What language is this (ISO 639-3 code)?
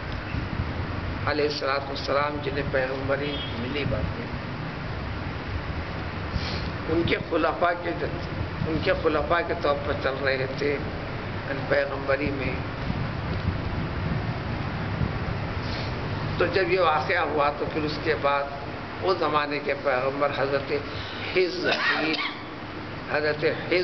urd